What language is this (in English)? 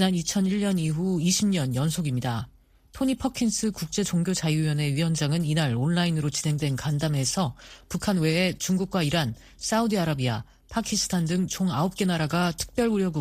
Korean